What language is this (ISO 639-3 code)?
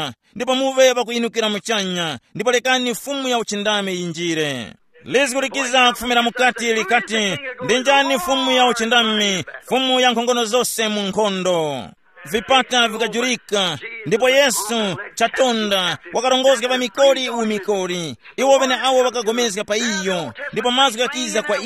tum